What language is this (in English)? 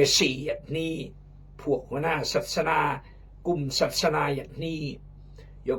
Khmu